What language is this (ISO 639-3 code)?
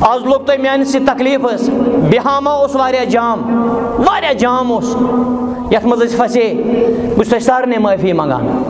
kas